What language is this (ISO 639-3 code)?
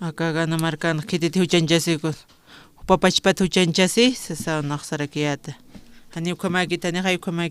aym